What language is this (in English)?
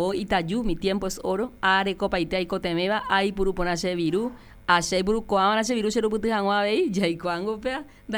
Guarani